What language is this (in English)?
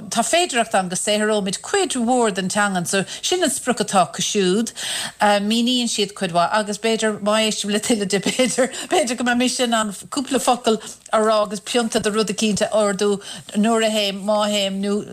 Irish